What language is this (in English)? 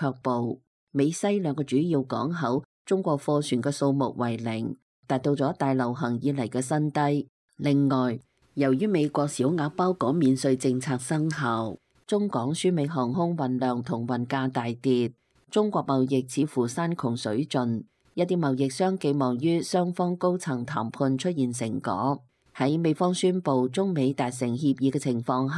Cantonese